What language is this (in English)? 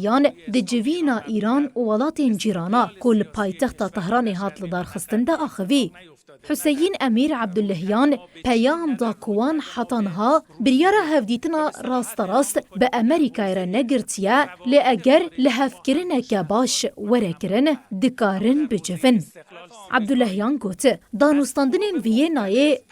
Kurdish